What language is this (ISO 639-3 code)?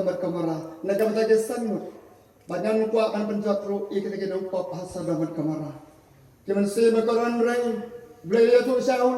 kha